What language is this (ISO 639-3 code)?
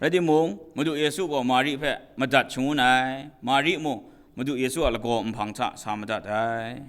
kac